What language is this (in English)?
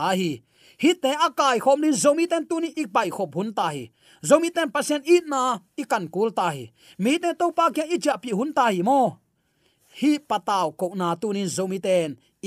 Tedim Chin